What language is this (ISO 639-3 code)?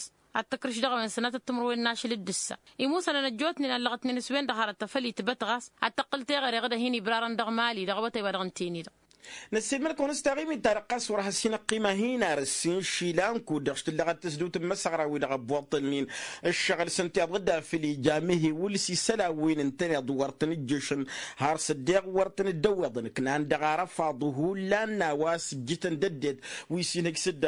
taq